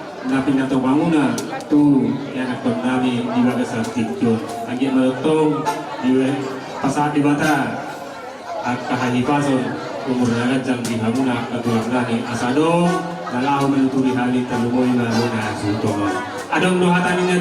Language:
Batak Toba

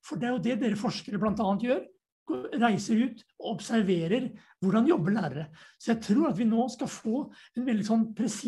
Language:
Norwegian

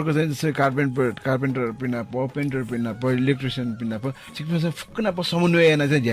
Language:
Newari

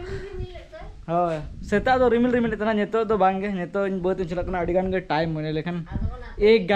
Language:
Santali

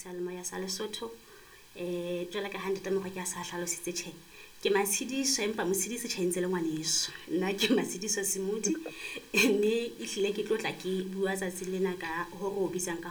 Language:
Southern Sotho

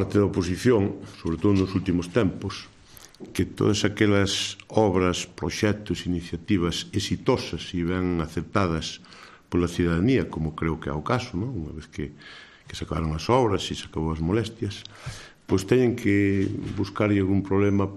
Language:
Galician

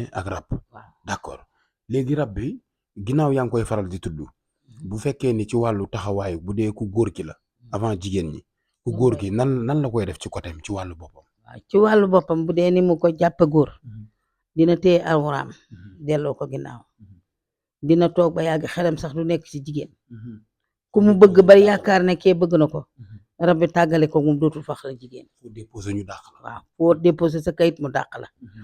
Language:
Wolof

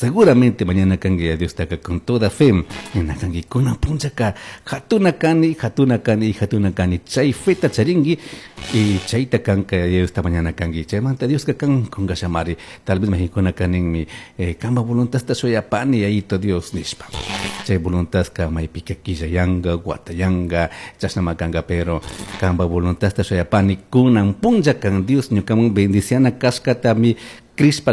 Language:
Chimborazo Highland Quichua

